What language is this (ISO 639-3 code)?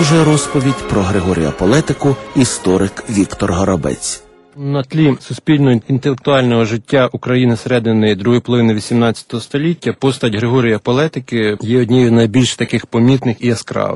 ukr